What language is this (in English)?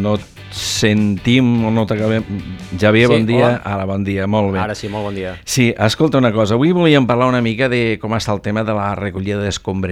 Catalan